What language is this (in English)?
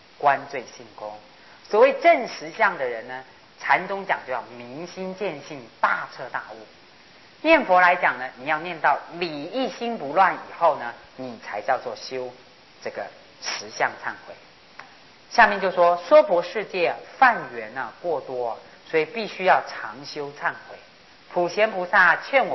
Chinese